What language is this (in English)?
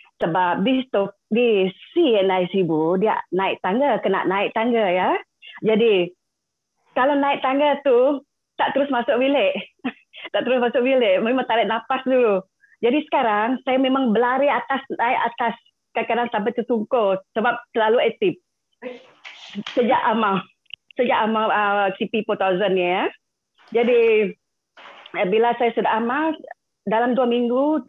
Malay